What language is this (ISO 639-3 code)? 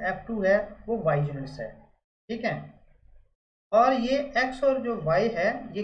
hin